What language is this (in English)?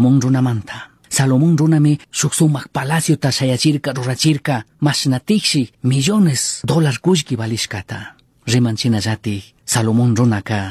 Chimborazo Highland Quichua